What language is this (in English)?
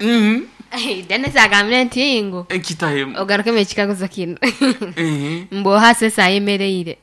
Nyoro